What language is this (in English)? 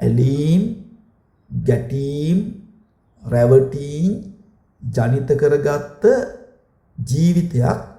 Sinhala